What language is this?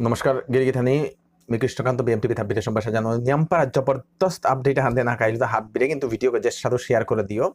Bishnupriya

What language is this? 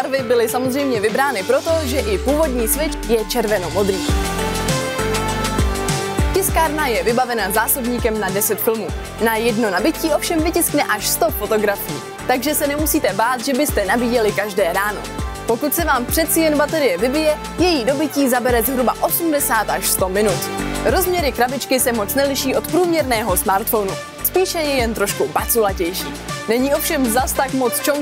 Czech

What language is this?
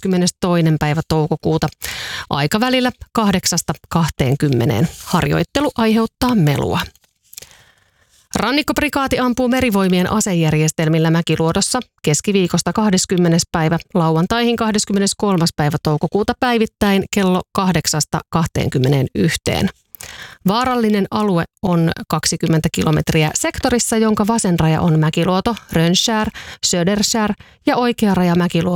Finnish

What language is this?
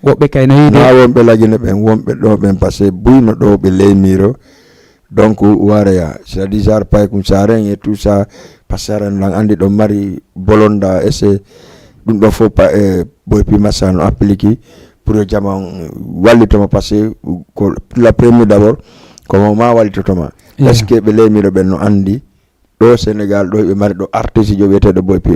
Fula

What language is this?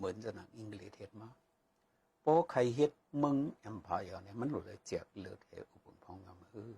Shan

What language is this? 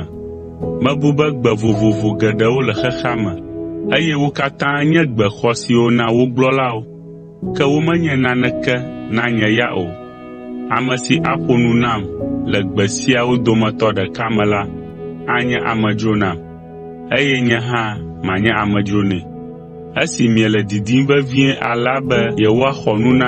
Ewe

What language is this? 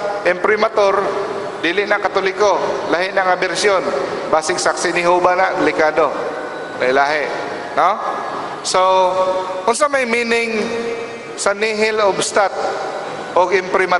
Cebuano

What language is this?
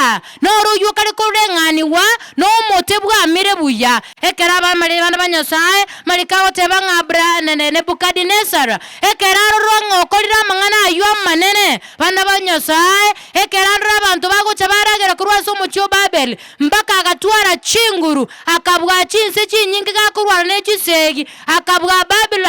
Gusii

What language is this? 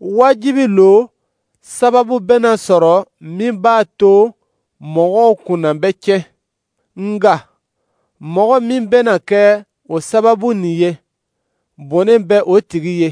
Dyula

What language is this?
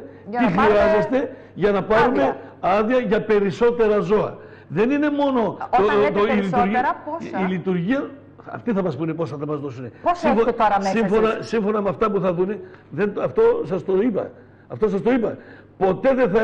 Greek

